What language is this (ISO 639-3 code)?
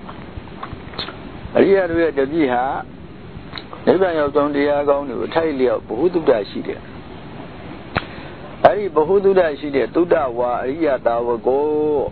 mya